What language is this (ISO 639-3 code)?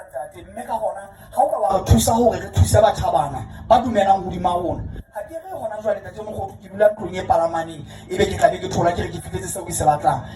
sot